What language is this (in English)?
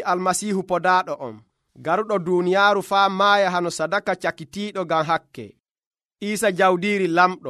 Nigerian Fulfulde